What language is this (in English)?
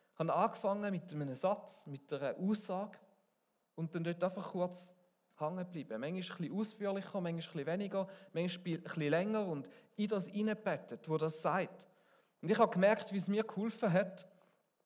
Swiss German